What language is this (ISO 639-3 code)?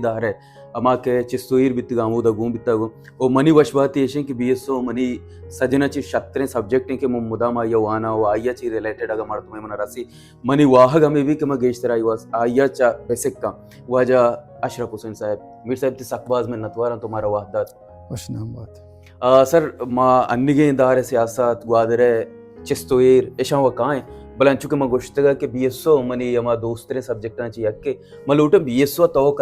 bal